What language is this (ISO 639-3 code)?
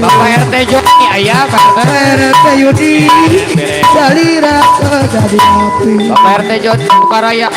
bew